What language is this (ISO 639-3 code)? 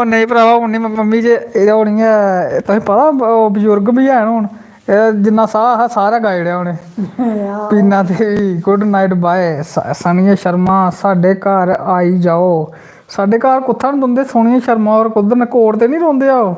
doi